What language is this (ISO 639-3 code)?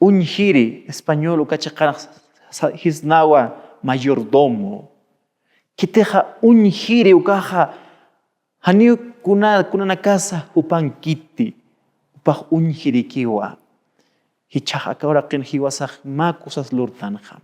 aym